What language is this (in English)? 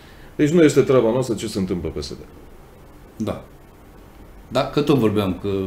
Romanian